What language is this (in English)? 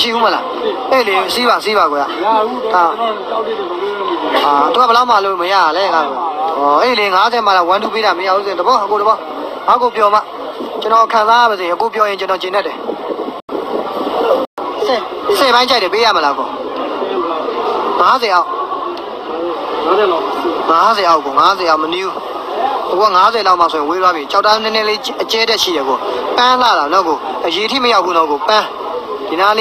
Burmese